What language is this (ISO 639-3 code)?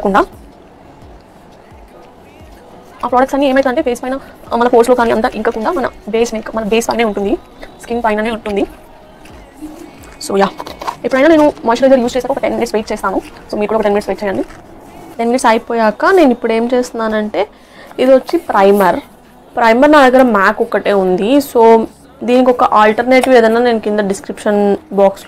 tel